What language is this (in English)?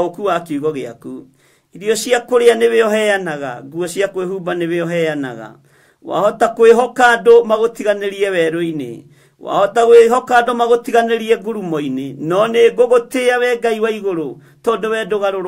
Kikuyu